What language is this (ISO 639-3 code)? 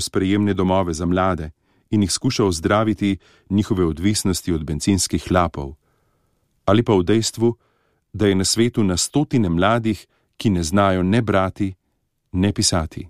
slv